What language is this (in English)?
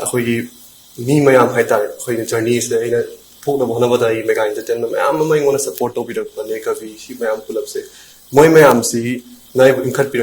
Manipuri